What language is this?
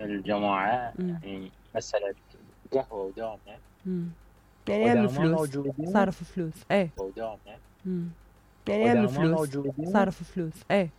Mesopotamian Arabic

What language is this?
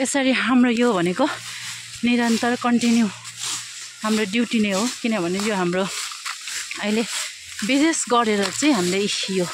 Nepali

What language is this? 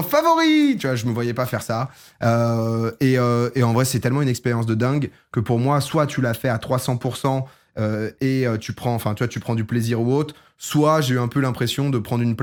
French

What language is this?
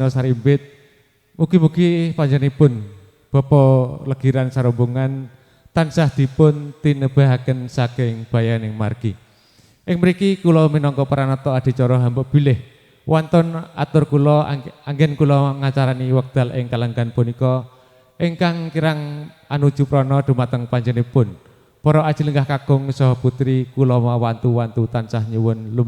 Javanese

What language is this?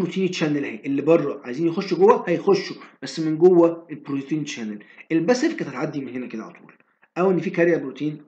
Egyptian Arabic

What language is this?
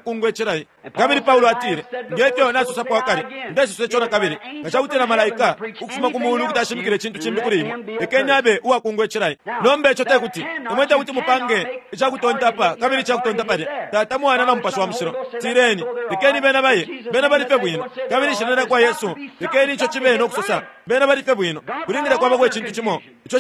Bemba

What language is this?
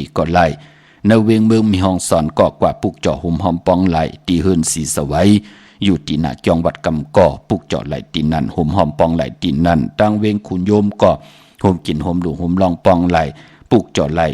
Shan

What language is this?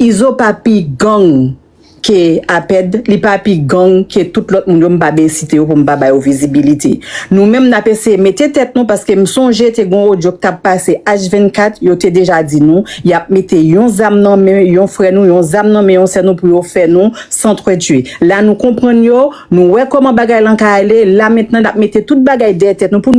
Haitian Creole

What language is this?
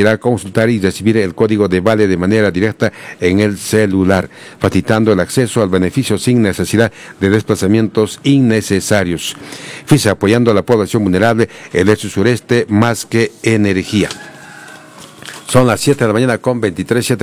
Spanish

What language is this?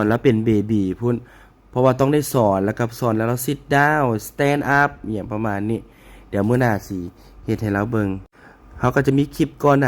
Lao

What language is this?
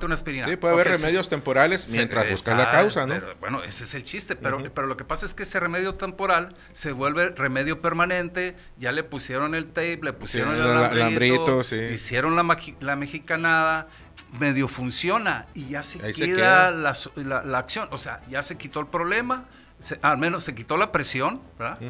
Spanish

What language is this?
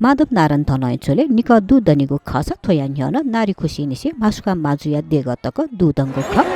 Newari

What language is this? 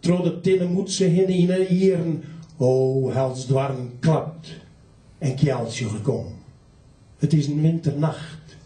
Western Frisian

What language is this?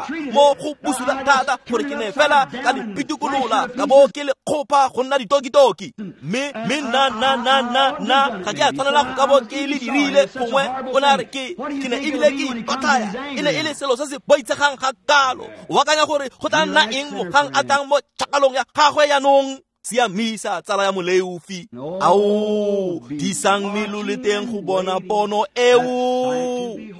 Tswana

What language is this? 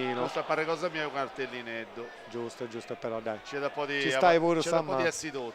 Sardinian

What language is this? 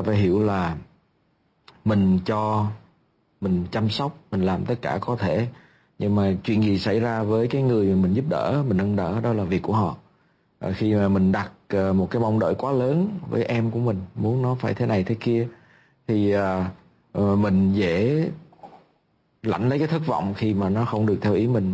Vietnamese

